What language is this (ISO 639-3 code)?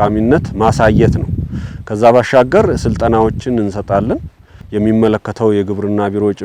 amh